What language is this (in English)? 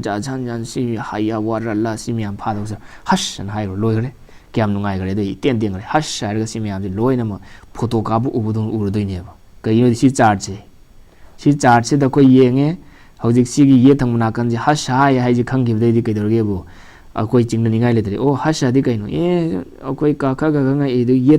Manipuri